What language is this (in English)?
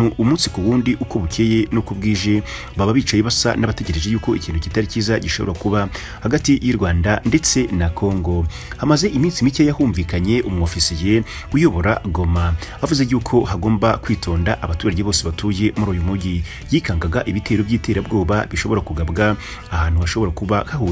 Kinyarwanda